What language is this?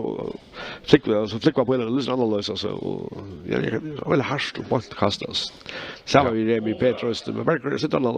Faroese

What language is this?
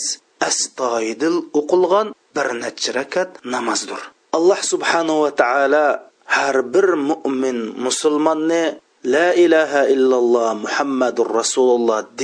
Uyghur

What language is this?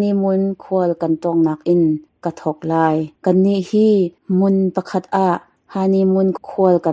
Hakha Chin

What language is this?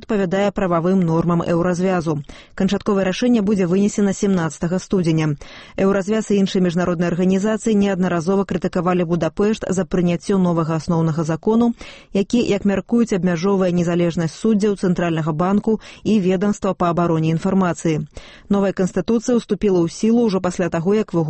Belarusian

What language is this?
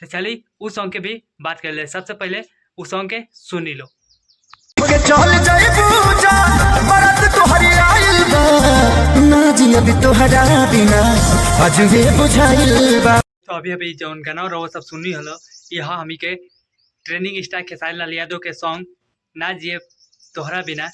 Bhojpuri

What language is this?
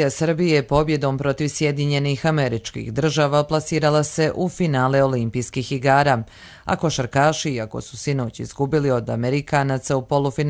Croatian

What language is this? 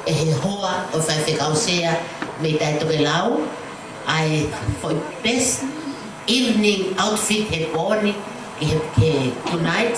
Tongan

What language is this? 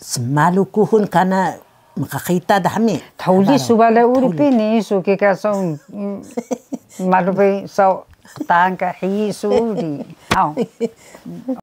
Taroko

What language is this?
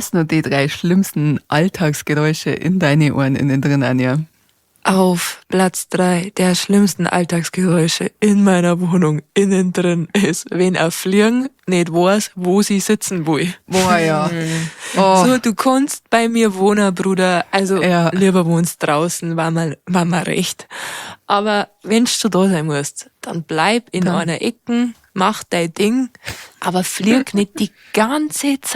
Bavarian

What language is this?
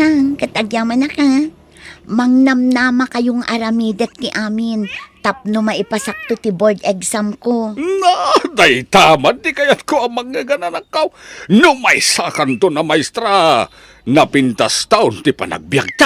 Iloko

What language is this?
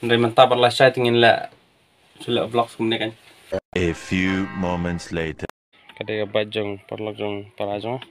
Khasi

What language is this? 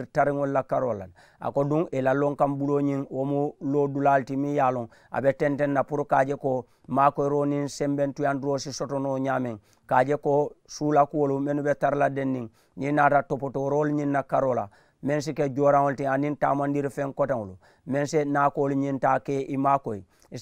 Mandingo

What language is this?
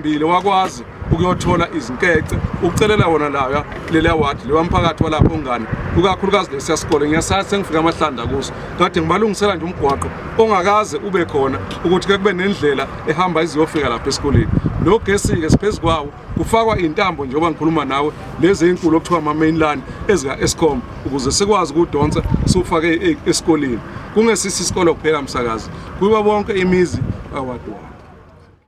Zulu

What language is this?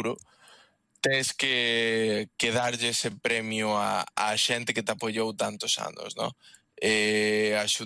Galician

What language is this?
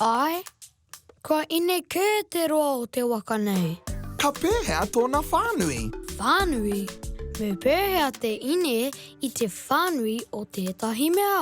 Māori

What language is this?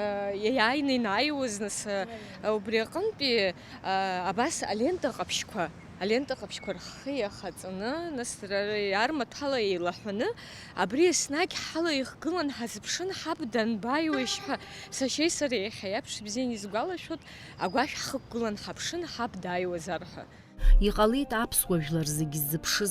Abkhazian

